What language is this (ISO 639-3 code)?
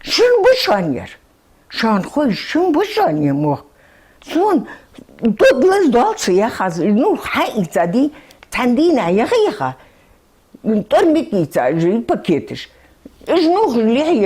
inh